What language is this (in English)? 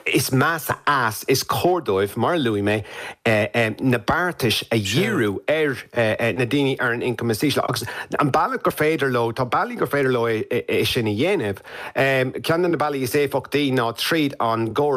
Irish